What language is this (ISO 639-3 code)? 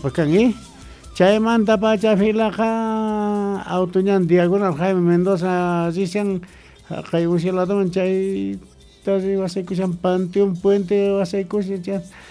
que